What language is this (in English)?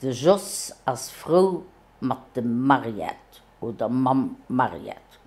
Luxembourgish